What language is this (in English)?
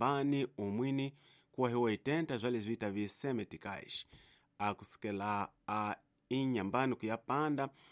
Tsonga